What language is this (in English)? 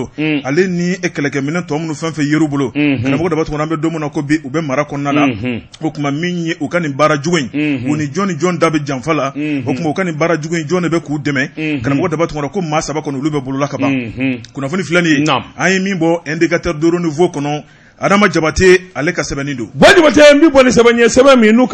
Bambara